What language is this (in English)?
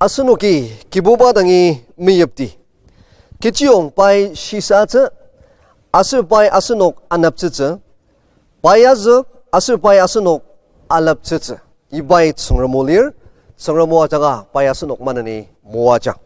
Ao Naga